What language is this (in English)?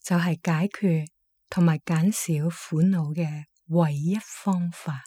Cantonese